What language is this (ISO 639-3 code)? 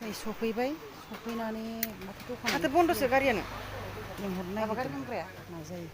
brx